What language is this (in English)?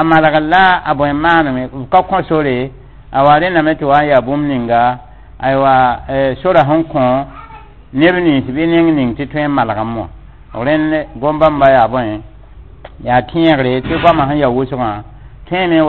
Mossi